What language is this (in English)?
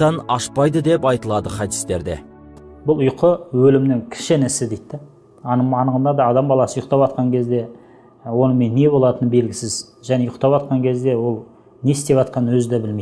Kazakh